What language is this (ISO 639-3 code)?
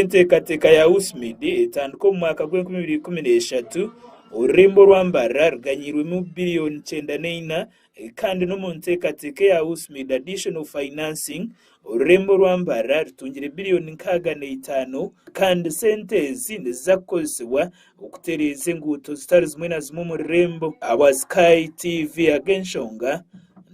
nyn